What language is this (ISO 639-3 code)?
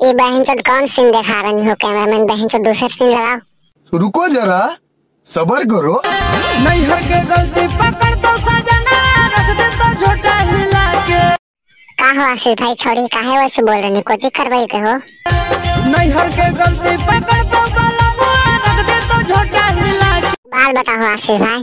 mag